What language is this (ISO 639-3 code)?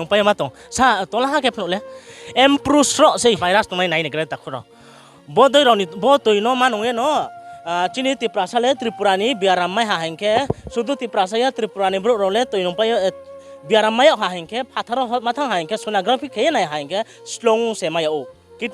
ria